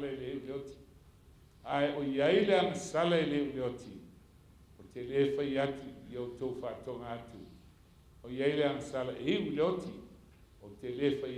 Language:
Samoan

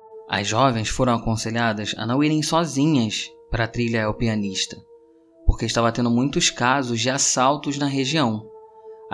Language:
Portuguese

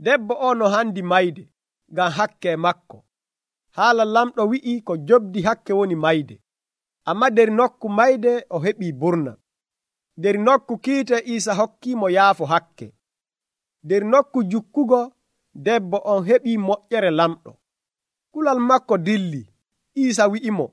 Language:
Nigerian Fulfulde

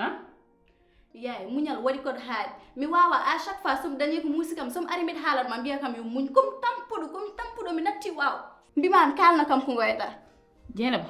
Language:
Fula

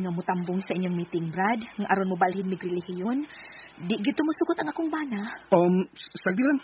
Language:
Cebuano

